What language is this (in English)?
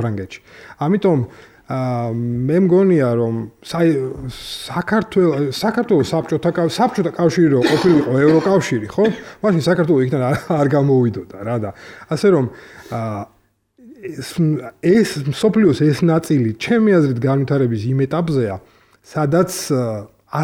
Georgian